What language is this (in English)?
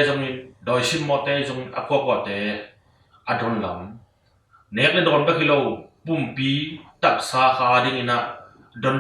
Tedim Chin